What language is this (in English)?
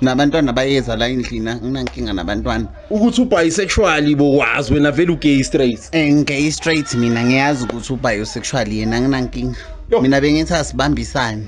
Zulu